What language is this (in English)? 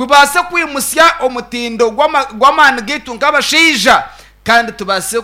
Nyankole